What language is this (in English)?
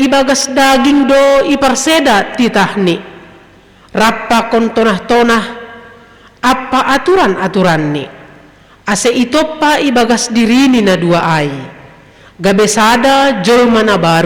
Batak Simalungun